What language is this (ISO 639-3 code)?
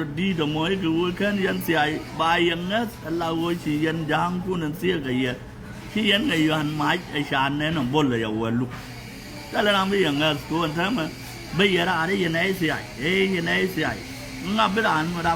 nus